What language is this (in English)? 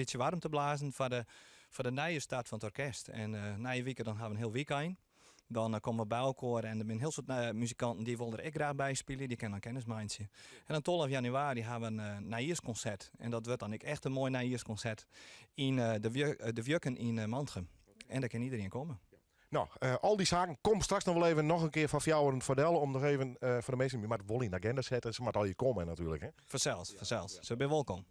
Western Frisian